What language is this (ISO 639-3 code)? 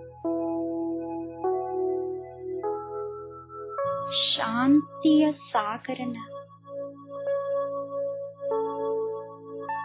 kan